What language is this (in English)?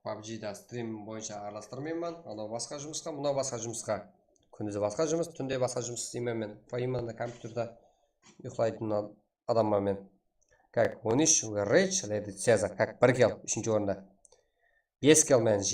Kara-Kalpak